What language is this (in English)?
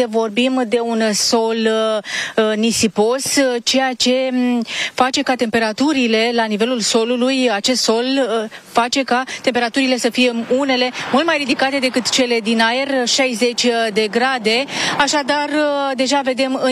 Romanian